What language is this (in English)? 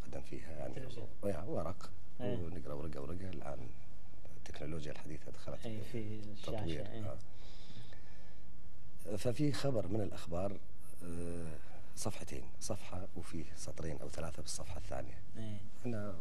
Gulf Arabic